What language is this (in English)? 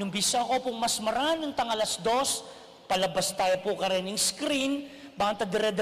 Pampanga